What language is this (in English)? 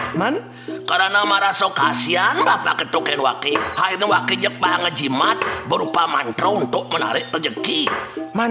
Balinese